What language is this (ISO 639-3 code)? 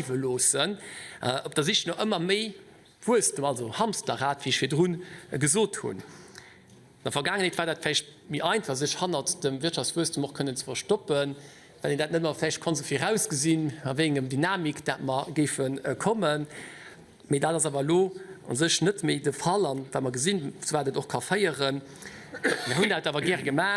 ltz